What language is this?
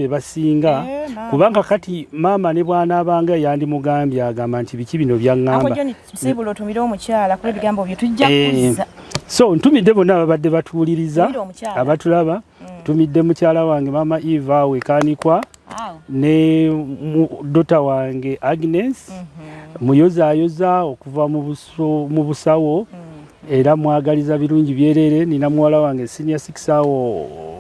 Ganda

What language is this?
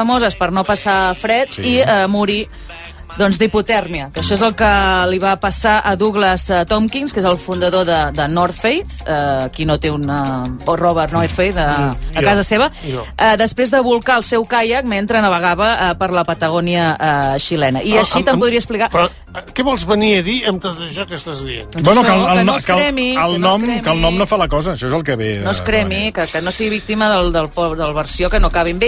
Catalan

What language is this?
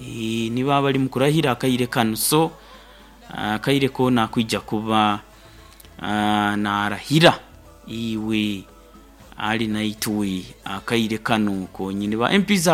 Nyoro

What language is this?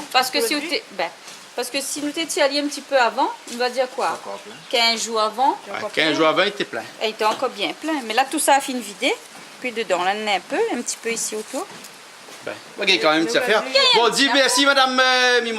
Réunion Creole French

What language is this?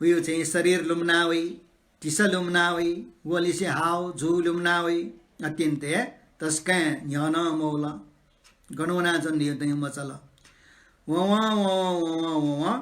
Newari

